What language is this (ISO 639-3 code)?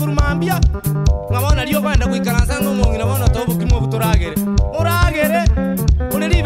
guz